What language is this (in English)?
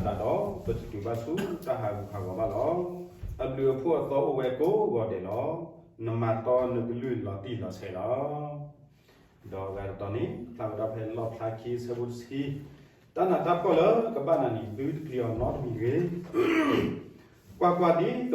S'gaw Karen